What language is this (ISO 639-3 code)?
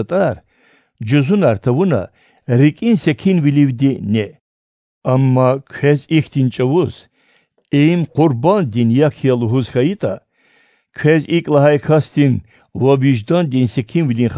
lez